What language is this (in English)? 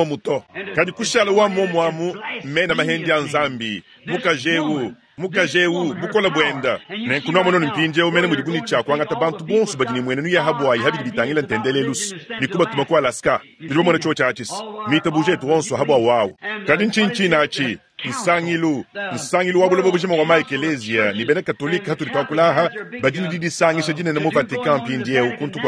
Luba-Lulua